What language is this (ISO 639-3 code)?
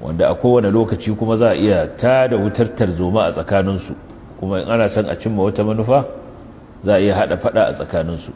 hau